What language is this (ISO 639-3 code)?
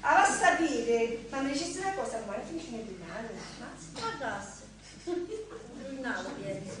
scn